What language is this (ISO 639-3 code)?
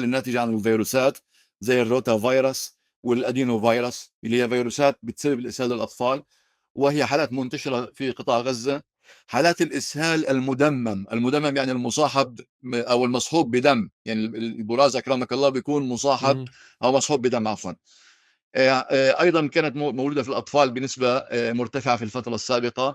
apc